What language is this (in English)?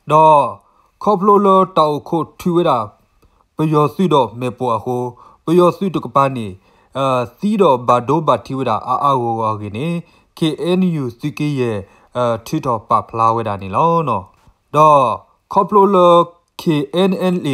S'gaw Karen